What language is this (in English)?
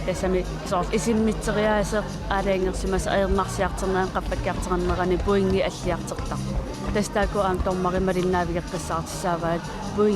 Kalaallisut